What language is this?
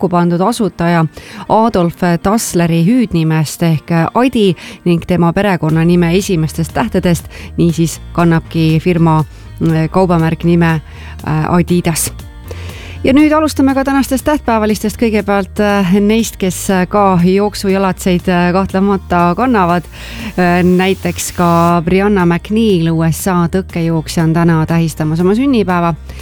Estonian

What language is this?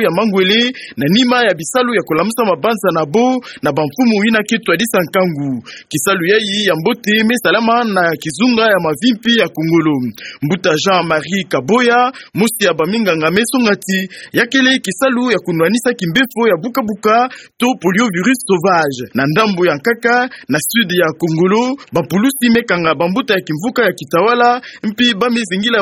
Kituba (Democratic Republic of Congo)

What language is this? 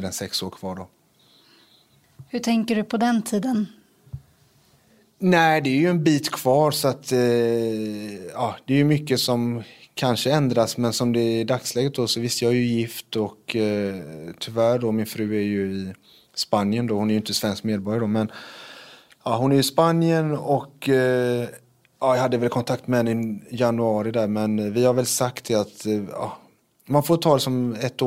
Swedish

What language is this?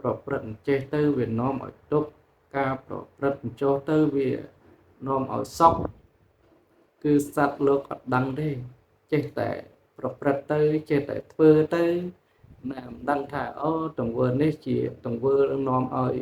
Khmer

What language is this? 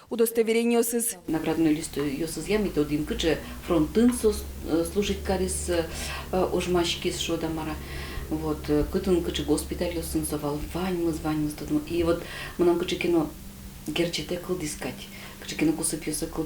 Udmurt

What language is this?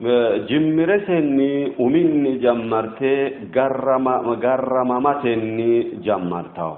Sidamo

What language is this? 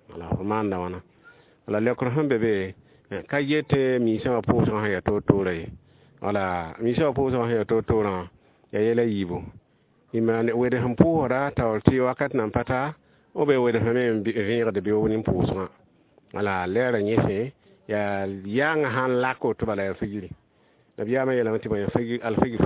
Mossi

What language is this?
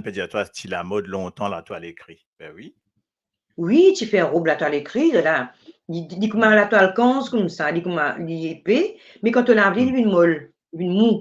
Morisyen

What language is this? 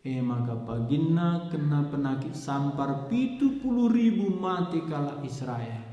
Batak Karo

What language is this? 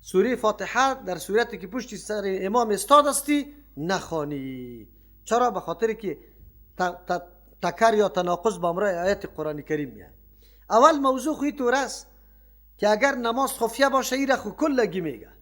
Persian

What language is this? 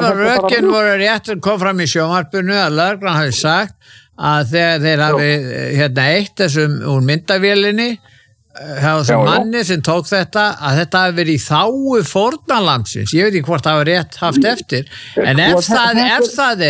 Icelandic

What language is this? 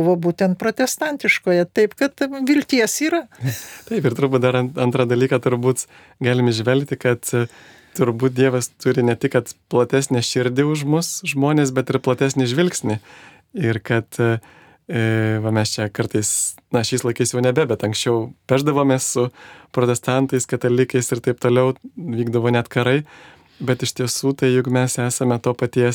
Lithuanian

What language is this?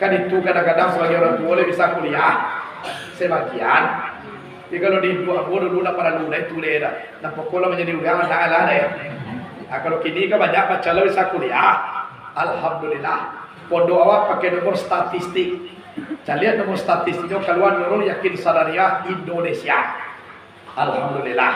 Minangkabau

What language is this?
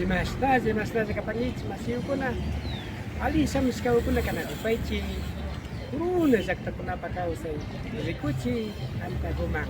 Imbabura Highland Quichua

